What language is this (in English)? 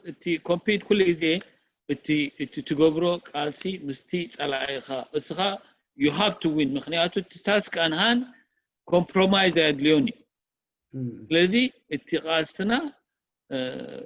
Tigrinya